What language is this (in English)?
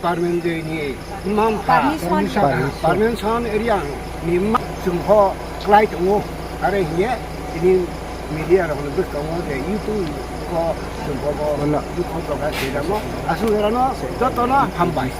Riang (India)